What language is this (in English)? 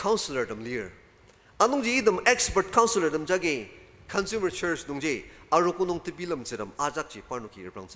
Ao Naga